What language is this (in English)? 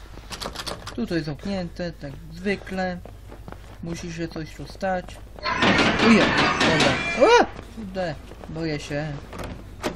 Polish